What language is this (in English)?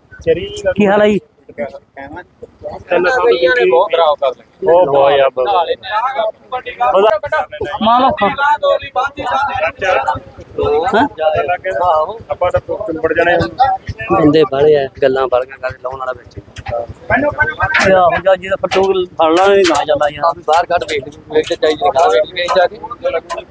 Punjabi